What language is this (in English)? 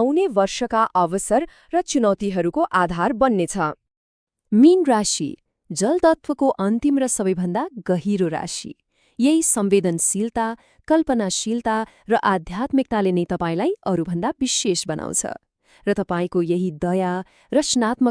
Nepali